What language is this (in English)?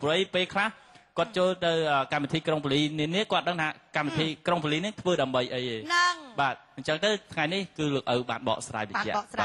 Khmer